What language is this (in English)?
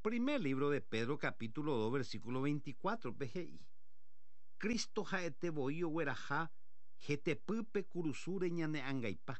Guarani